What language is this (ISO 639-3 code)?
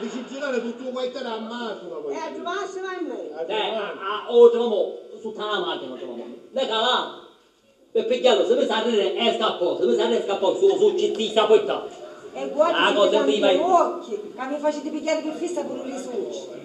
scn